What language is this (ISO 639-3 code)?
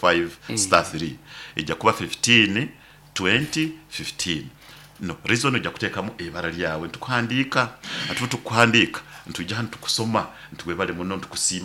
nyo